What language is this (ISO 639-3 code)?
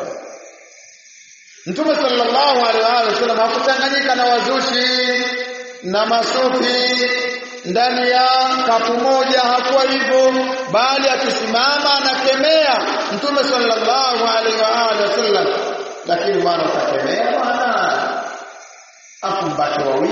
swa